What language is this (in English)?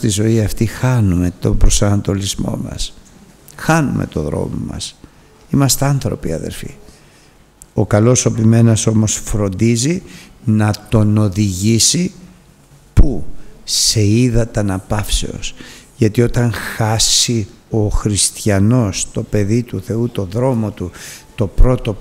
Greek